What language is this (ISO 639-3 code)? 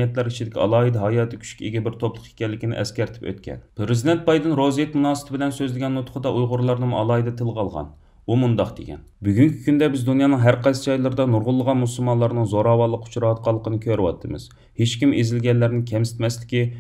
uig